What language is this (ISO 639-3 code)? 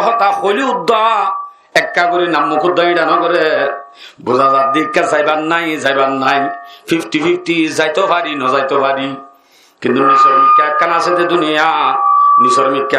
rhg